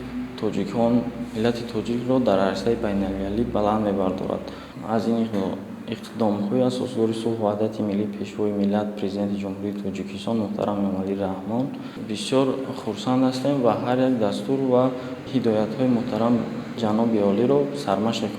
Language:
Tajik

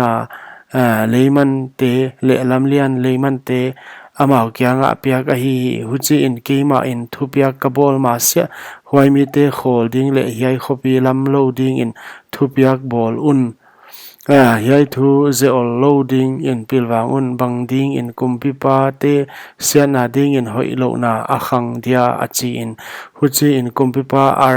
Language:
Paite Chin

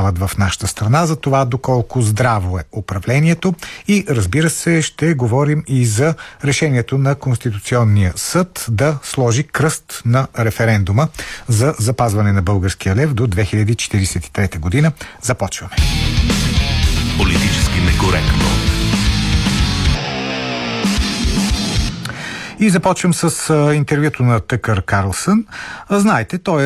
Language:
Bulgarian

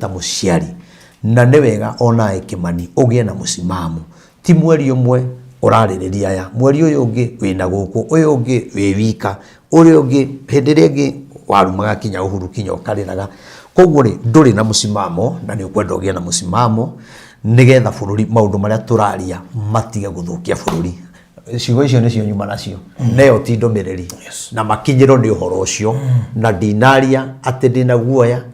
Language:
Kikuyu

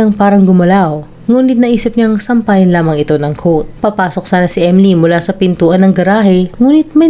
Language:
Filipino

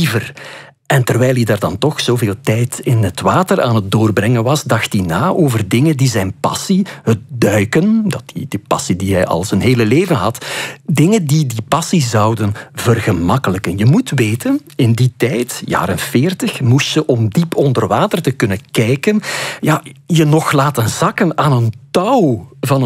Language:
Dutch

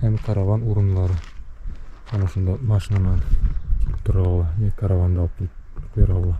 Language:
Bashkir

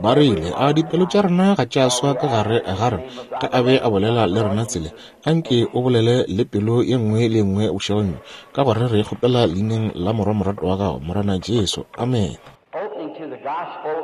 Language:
Northern Sotho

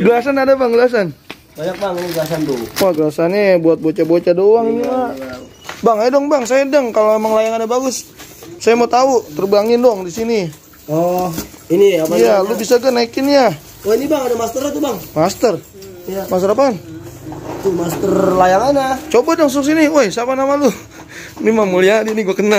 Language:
Betawi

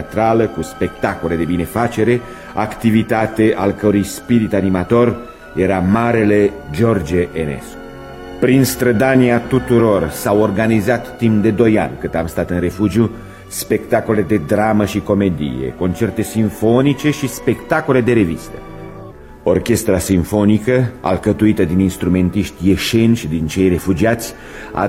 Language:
Romanian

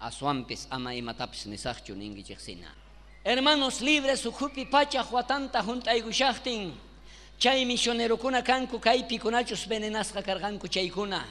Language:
South Bolivian Quechua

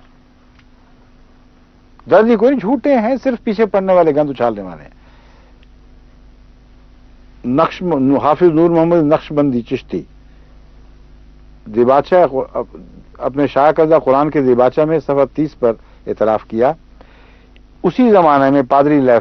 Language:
Urdu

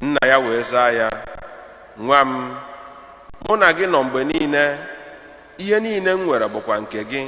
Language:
Igbo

